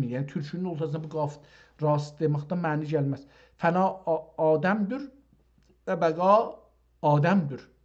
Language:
South Azerbaijani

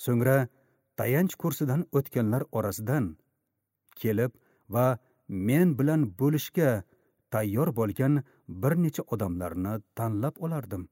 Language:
Uzbek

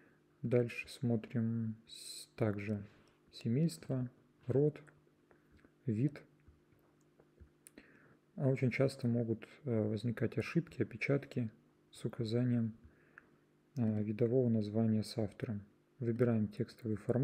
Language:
Russian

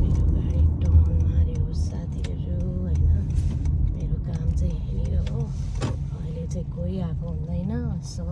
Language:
Nepali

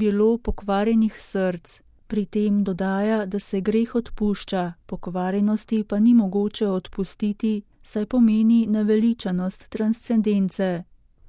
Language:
Slovenian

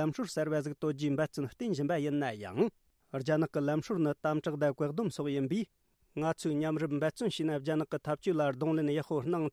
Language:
Tibetan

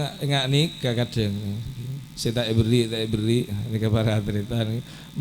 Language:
Madurese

